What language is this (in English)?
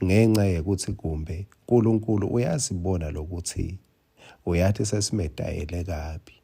Swati